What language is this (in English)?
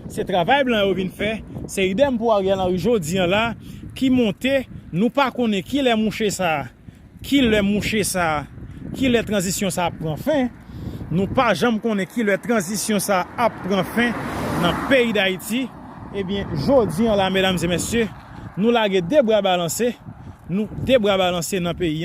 Haitian Creole